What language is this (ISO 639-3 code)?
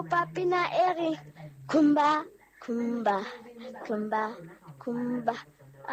sot